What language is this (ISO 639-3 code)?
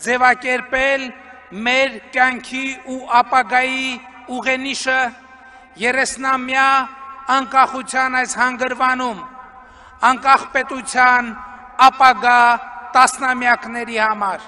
hye